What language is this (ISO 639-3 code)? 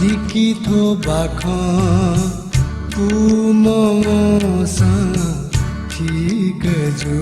new